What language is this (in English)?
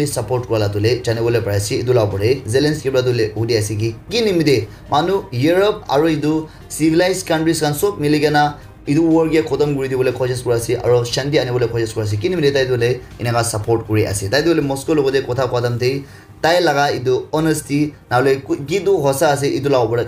Naga Pidgin